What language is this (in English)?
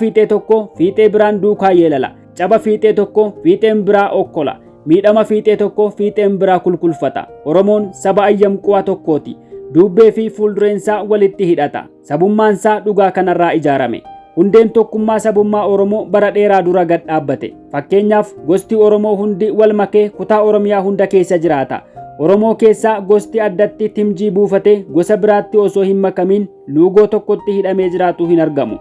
Oromo